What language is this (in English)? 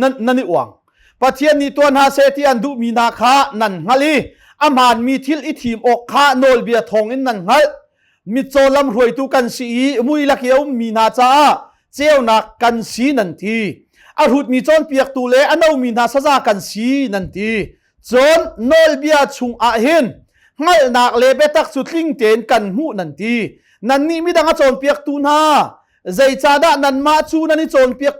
Hakha Chin